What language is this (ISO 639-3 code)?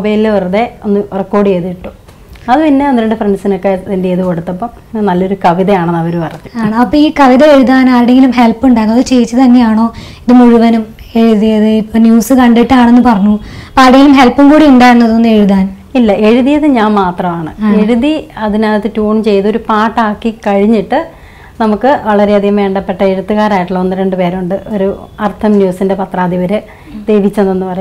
mal